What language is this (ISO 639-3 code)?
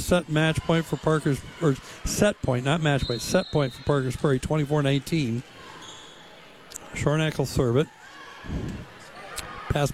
eng